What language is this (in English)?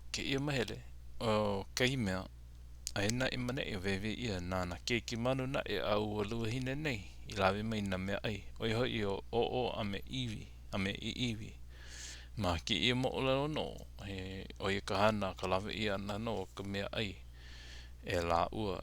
Hawaiian